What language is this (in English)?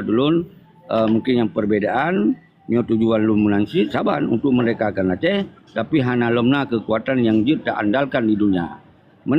Achinese